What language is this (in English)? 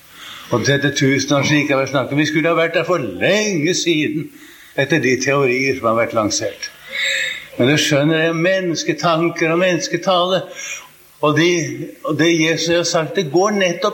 Norwegian